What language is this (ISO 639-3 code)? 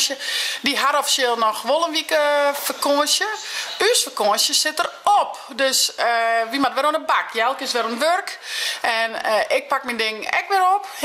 fry